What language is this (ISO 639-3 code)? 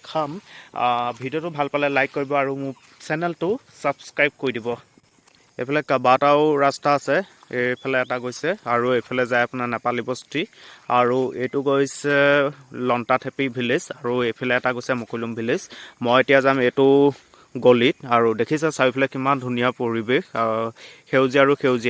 asm